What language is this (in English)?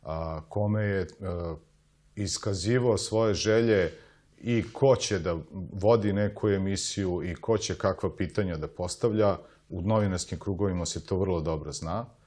Serbian